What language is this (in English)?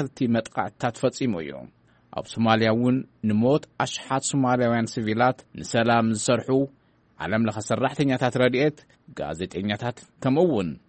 Tigrinya